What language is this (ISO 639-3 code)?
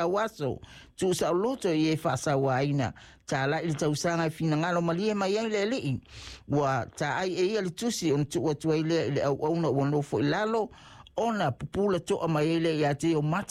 smo